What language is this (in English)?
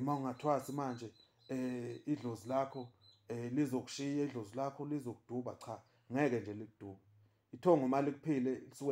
Zulu